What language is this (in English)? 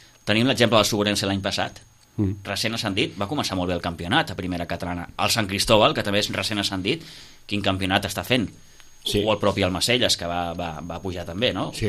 Catalan